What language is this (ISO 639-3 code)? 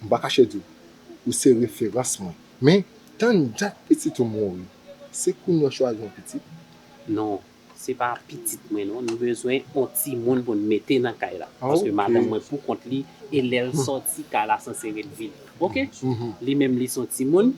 hat